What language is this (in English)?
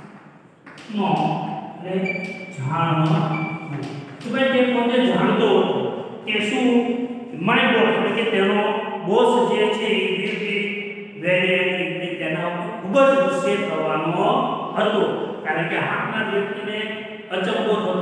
Gujarati